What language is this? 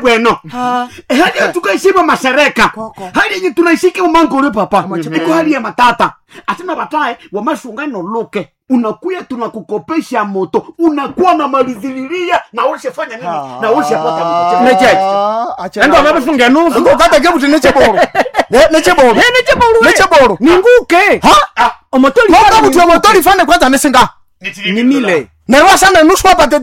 Swahili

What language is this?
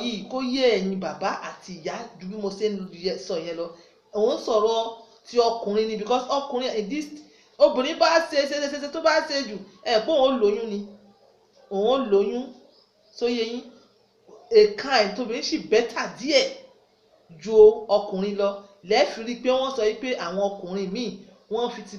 Yoruba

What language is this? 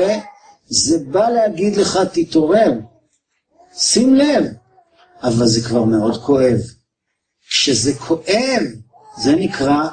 Hebrew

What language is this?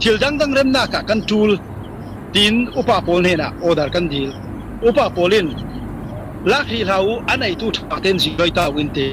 Falam Chin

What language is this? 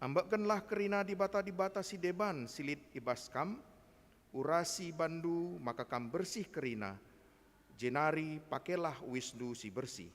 Batak Karo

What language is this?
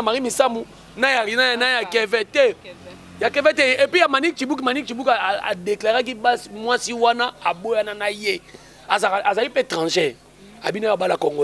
Lingala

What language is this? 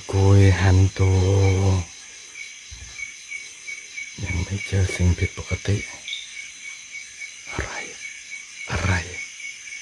Thai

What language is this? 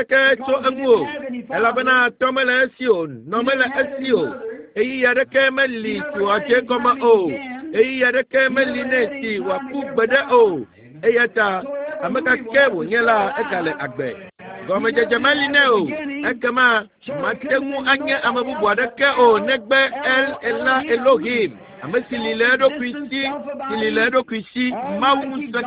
Ewe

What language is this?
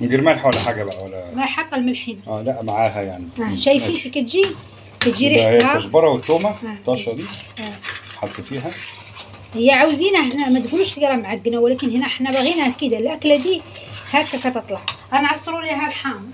Egyptian Arabic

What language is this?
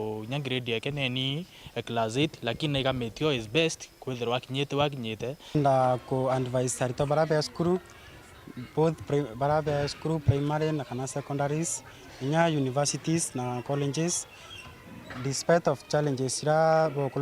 Meru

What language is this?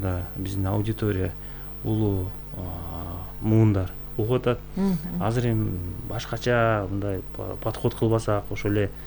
Kyrgyz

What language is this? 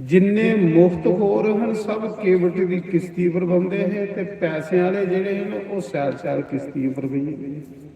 Dogri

